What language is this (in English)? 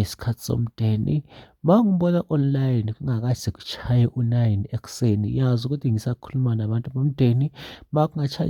Zulu